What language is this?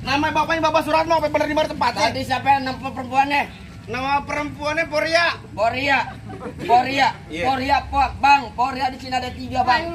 Betawi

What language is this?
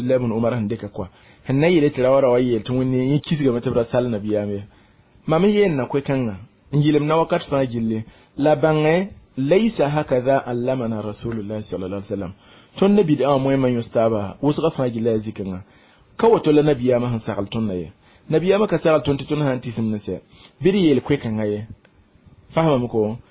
Mossi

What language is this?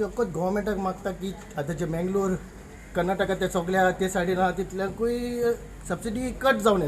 Konkani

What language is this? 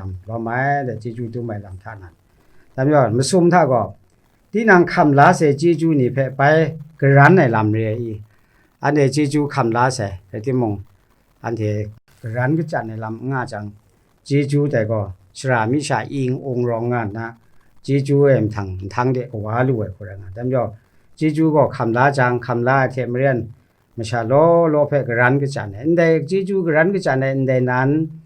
Kachin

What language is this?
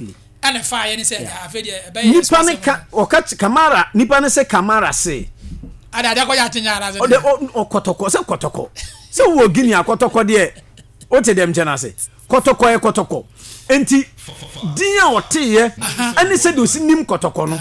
Akan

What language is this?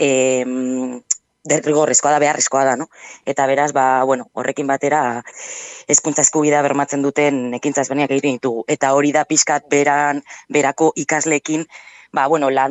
Basque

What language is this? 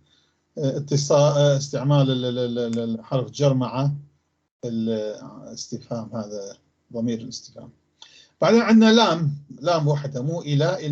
North Levantine Arabic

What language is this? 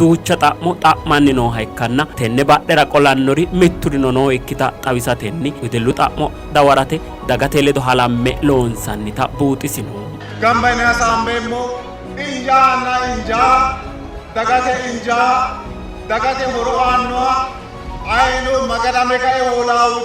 Sidamo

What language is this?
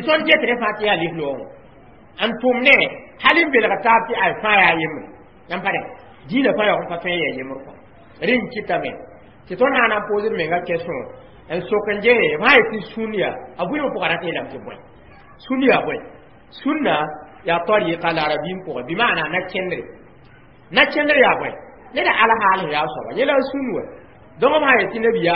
Mossi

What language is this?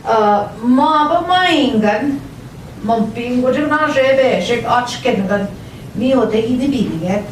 Central Ojibwa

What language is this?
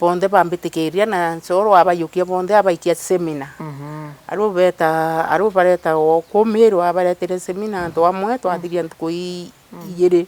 Meru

